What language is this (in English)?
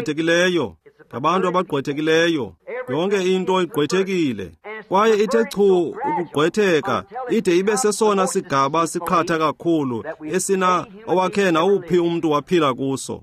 Xhosa